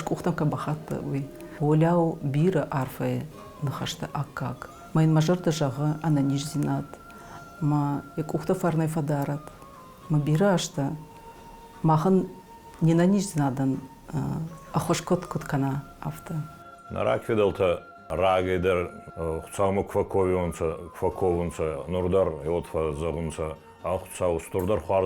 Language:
Ossetic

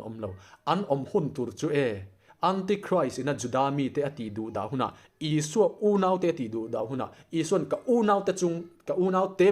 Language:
Mizo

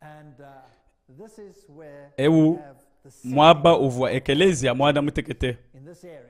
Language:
Luba-Lulua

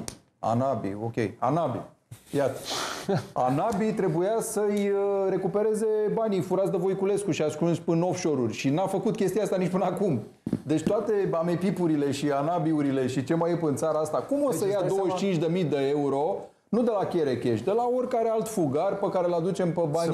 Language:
Romanian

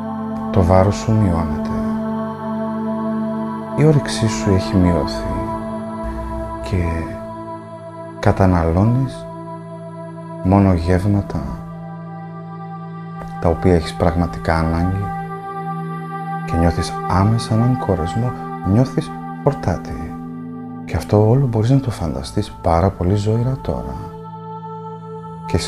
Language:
Greek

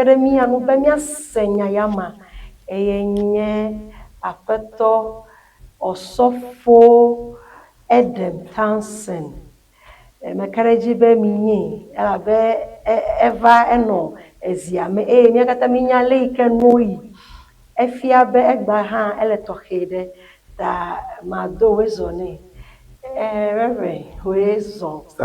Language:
Ewe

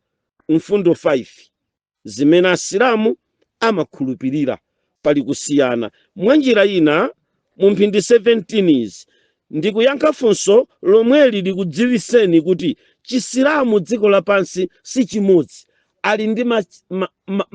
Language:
Nyanja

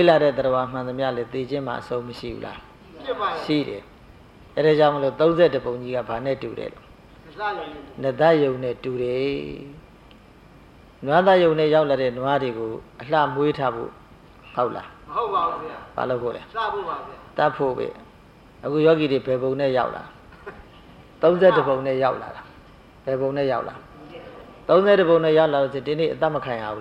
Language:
Burmese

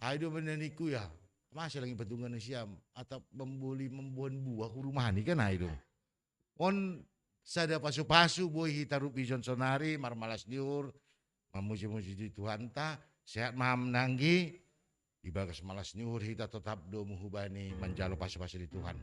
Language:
Batak Simalungun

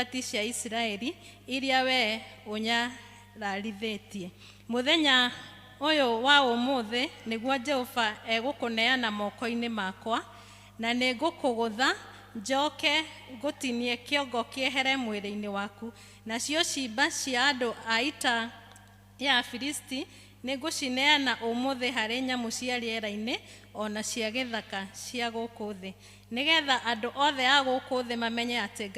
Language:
Kikuyu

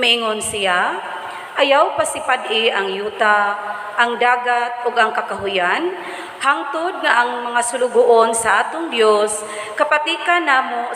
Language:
Cebuano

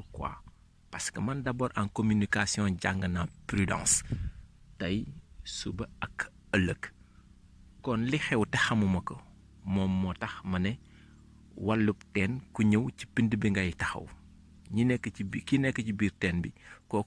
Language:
Wolof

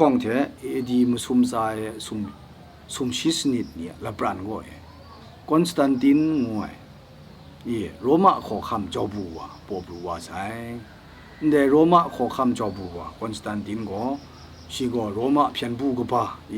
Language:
Kachin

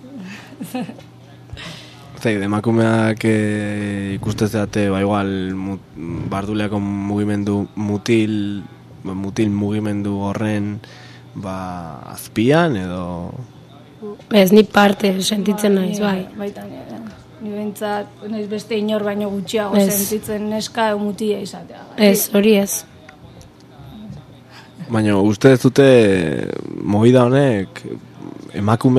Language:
Basque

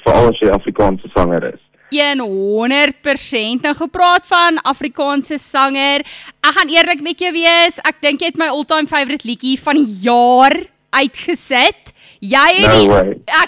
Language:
Afrikaans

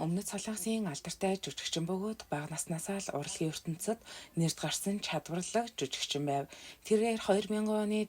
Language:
Mongolian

